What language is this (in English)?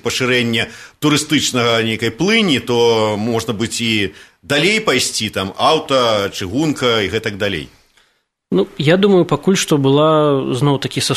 Belarusian